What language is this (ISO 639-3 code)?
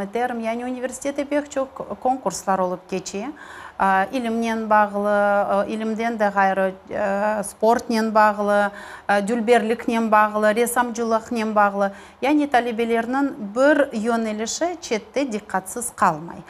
crh